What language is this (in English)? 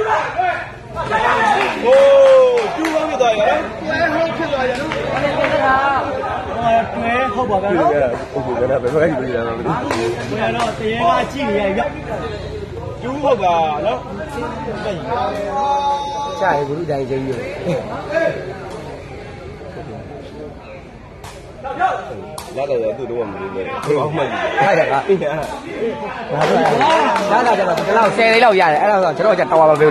Burmese